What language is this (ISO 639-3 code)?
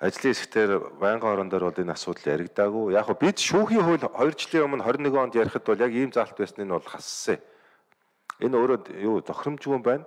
mon